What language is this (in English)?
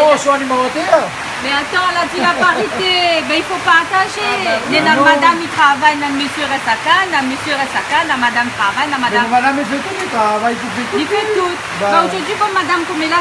Réunion Creole French